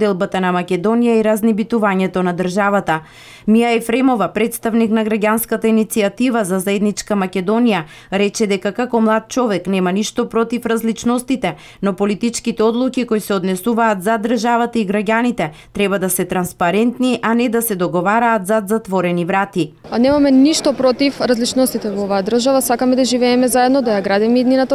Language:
Macedonian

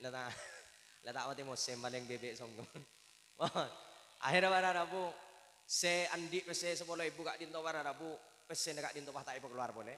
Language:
Madurese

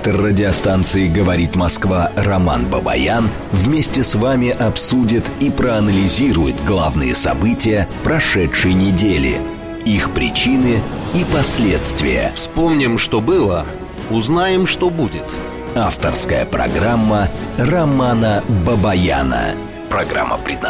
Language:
Russian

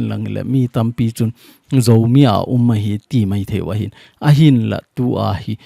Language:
Thado Chin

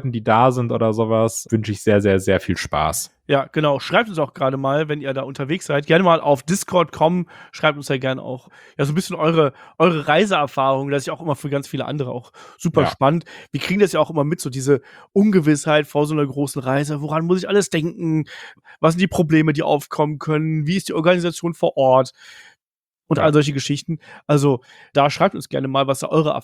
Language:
German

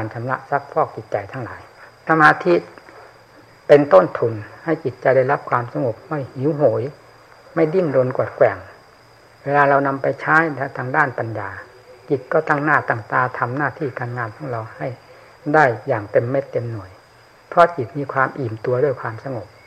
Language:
Thai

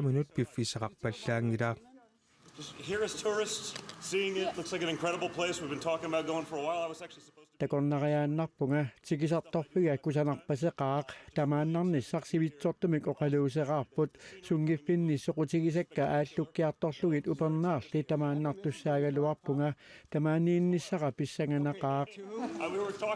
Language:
Kalaallisut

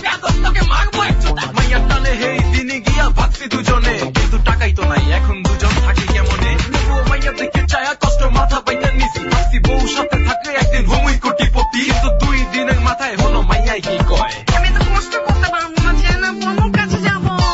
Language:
Bangla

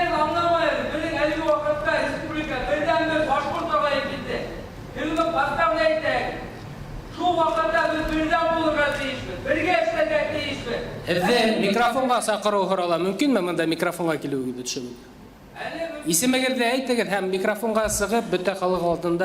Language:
Bashkir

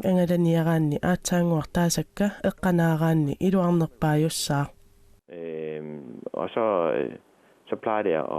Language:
Kalaallisut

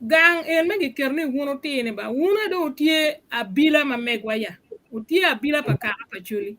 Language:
Acoli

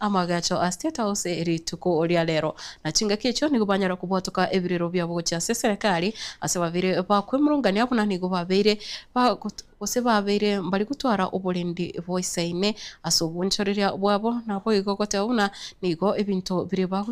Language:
Gusii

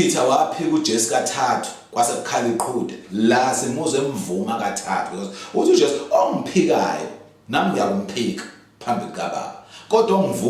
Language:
Zulu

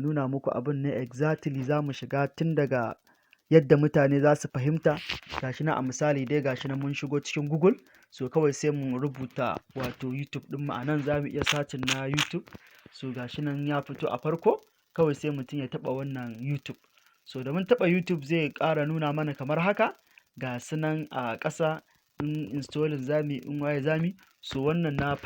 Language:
Hausa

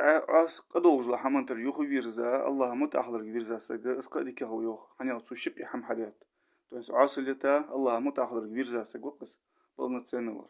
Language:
Ingush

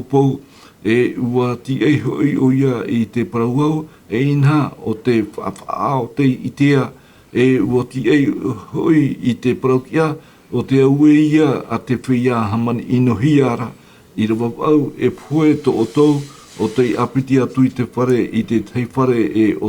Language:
Tahitian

